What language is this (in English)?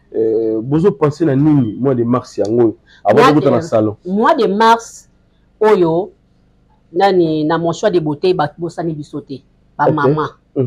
Lingala